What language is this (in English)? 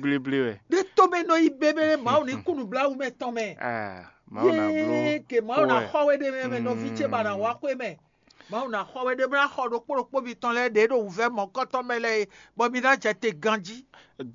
Fon